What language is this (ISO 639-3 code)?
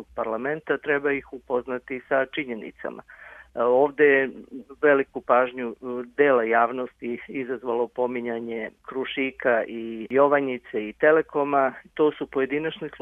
srp